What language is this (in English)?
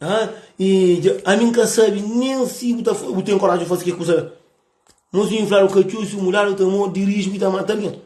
Kabuverdianu